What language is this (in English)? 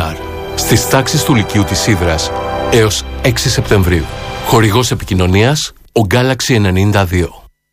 Greek